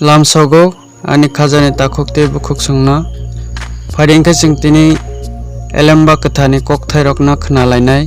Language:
Kok Borok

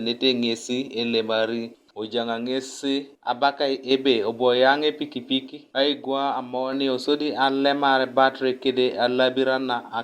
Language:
Teso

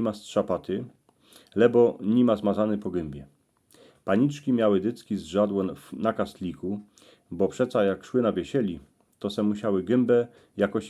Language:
Silesian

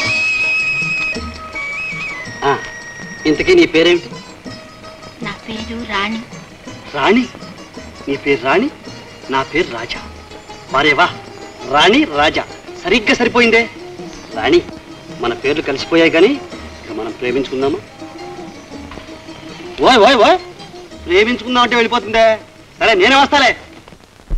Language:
Telugu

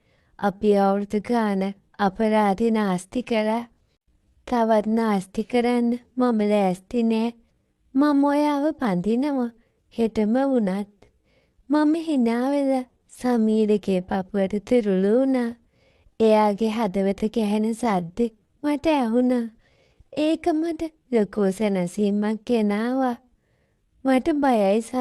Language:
Sinhala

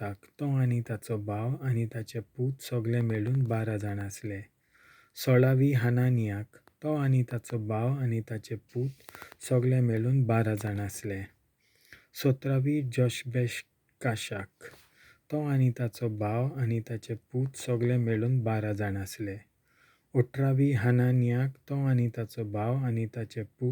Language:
Konkani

